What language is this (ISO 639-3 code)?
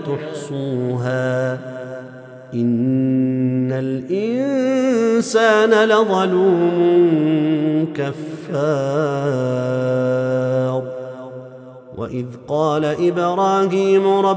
ara